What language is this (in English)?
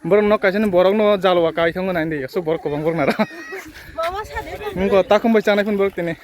Kok Borok